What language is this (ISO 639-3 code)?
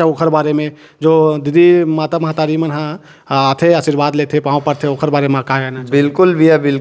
hne